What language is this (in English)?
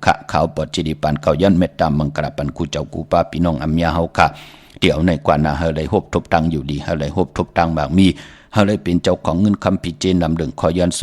Shan